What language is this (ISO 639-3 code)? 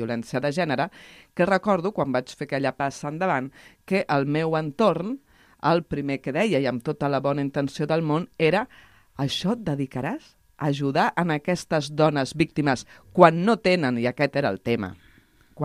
cat